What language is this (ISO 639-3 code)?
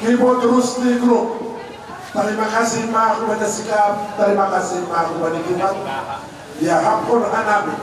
bts